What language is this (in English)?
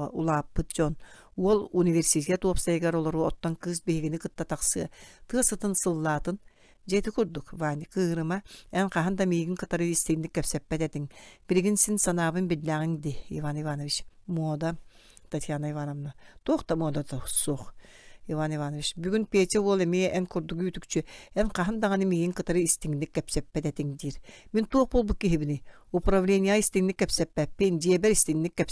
Yakut